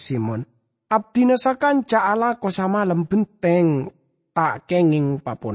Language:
Madurese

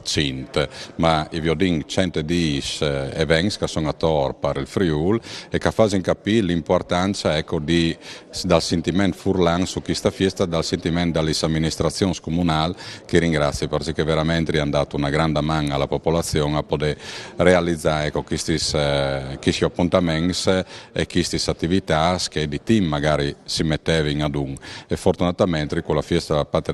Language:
Friulian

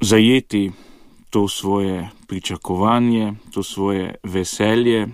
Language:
Slovenian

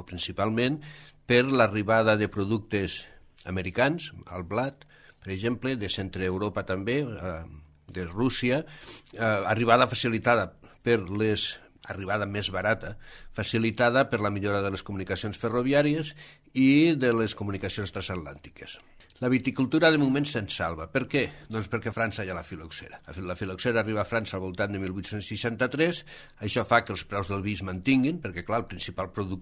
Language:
Catalan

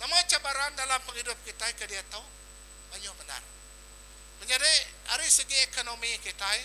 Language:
Iban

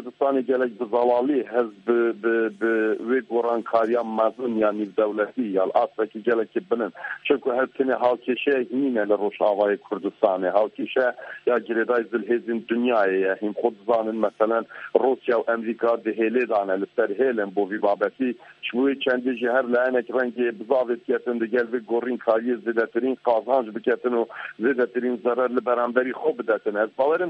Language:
Kurdish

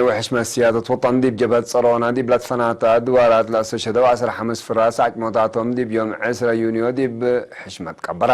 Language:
Tigre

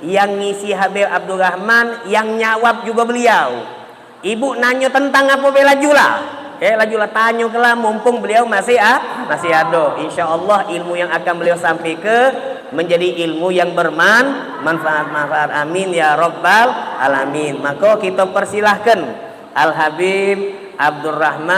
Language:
Musi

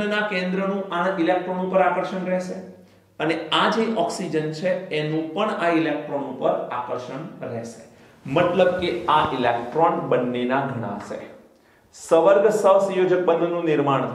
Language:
Gujarati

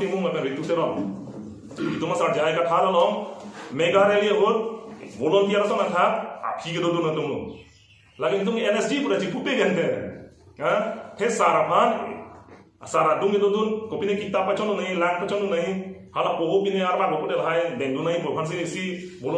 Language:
Karbi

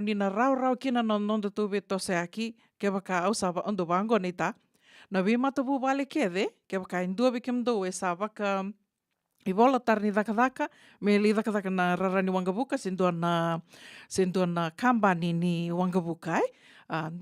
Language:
Fijian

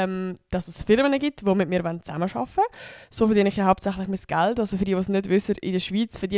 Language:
Swiss German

